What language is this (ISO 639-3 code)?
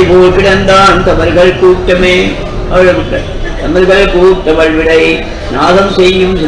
tam